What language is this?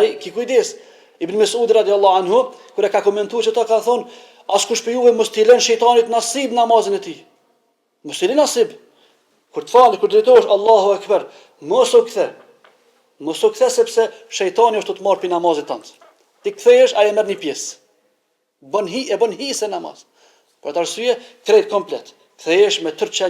Albanian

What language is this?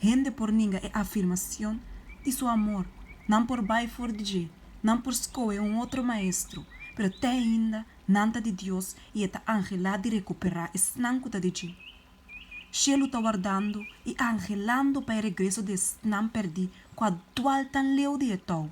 Papiamento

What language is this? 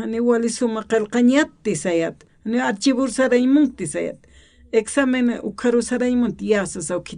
Aymara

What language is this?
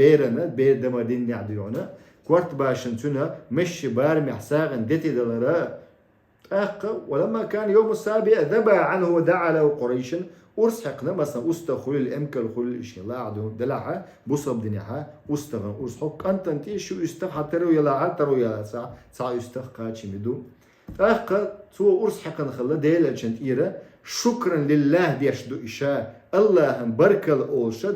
Chechen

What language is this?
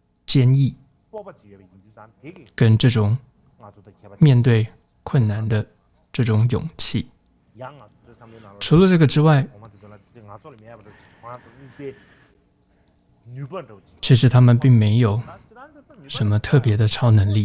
Chinese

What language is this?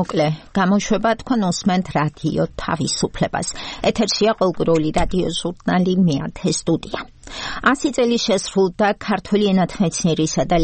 Georgian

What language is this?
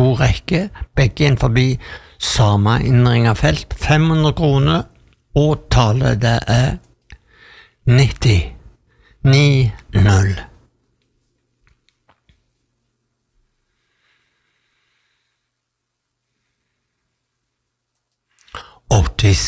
Norwegian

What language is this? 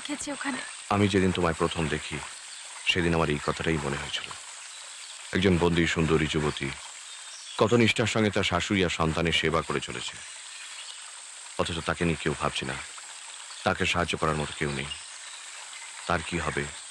Bangla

